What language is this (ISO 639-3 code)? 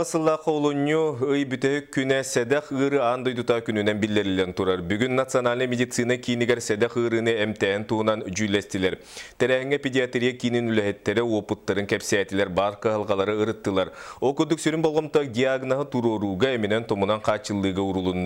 sah